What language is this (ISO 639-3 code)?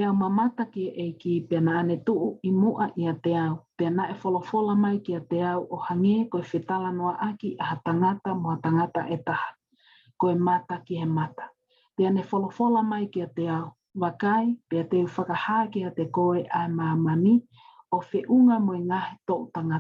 ton